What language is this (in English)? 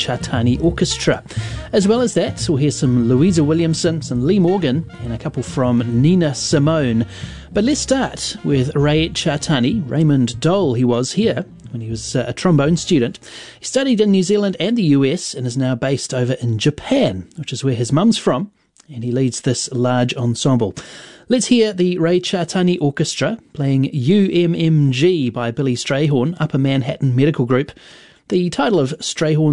English